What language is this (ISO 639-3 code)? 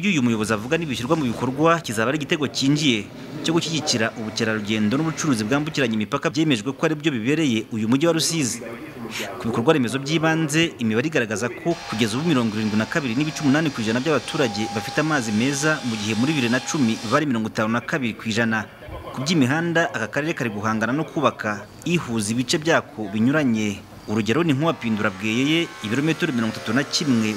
kin